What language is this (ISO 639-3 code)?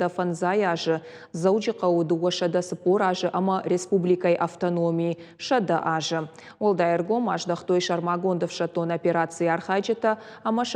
oss